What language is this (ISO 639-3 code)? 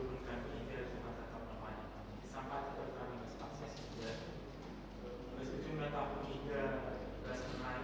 btx